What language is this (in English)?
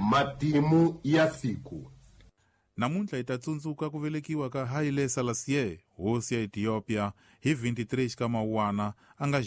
Tsonga